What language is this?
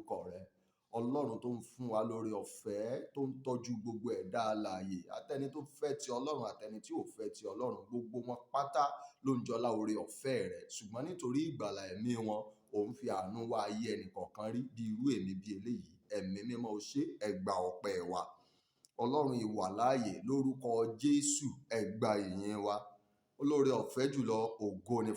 Yoruba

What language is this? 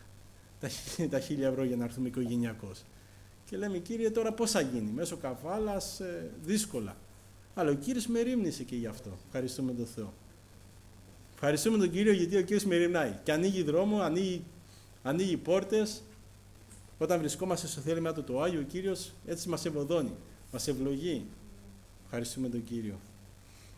Greek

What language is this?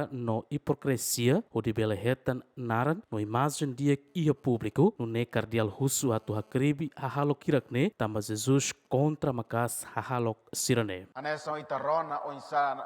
Tetum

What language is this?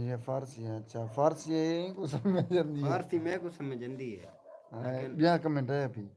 Saraiki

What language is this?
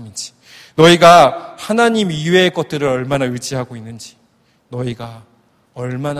Korean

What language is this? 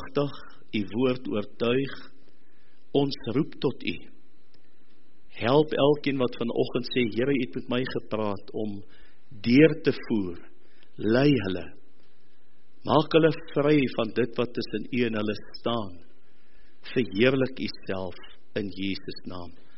Afrikaans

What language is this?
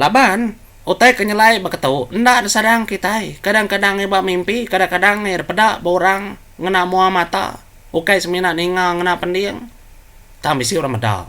Iban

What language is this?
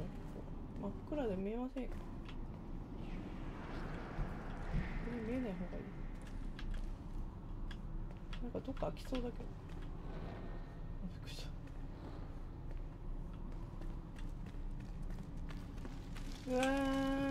Japanese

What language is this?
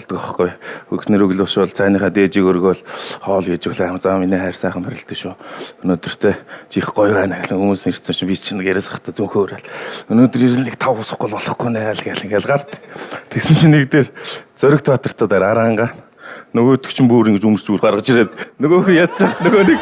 Mongolian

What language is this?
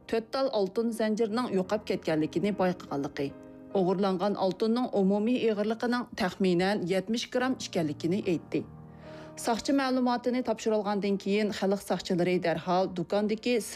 Uyghur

